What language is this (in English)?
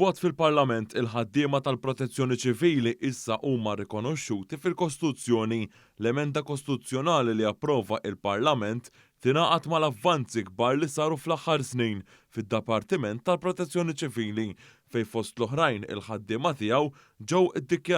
Maltese